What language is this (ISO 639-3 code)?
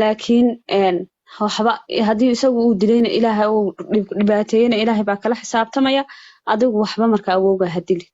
som